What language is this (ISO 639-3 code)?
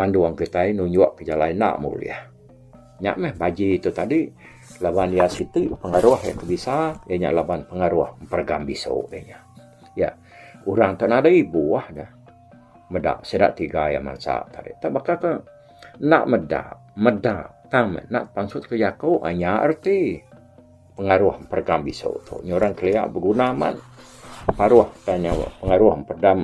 iba